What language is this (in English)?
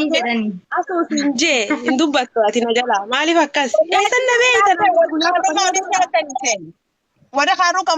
Oromo